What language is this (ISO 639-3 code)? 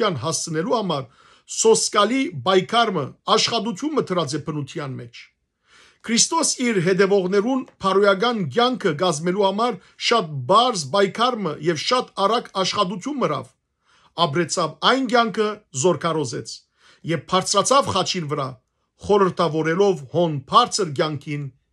hyw